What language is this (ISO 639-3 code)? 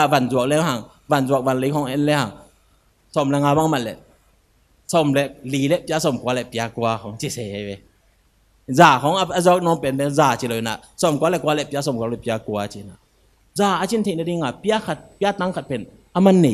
ctd